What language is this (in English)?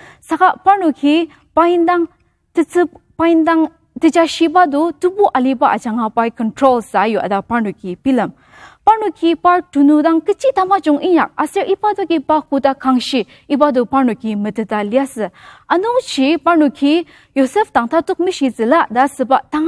Ao Naga